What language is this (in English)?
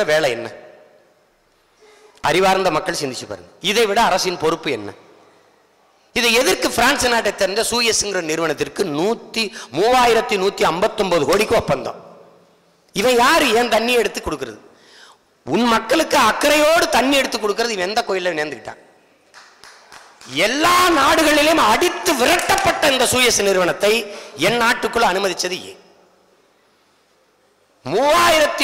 Tamil